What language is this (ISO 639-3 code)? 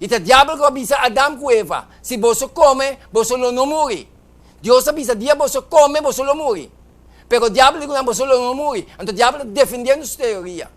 pap